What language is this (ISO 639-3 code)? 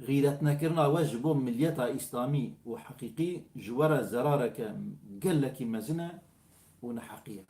kur